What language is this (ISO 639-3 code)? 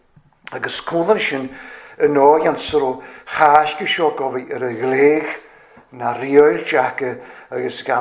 cym